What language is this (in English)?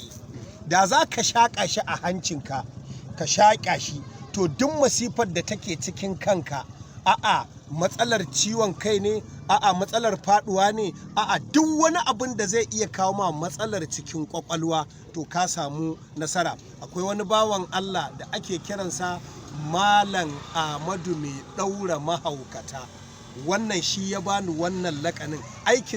Hausa